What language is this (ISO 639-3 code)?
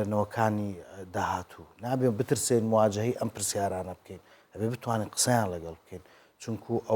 ckb